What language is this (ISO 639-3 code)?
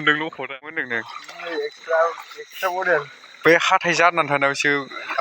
brx